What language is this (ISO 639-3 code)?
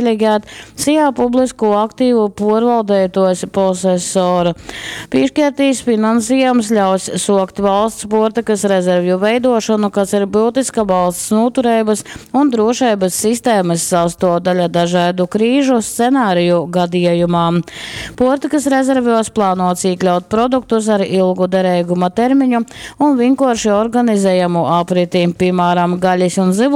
ltg